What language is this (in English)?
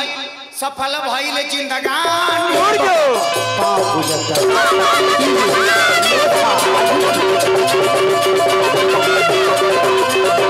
Bhojpuri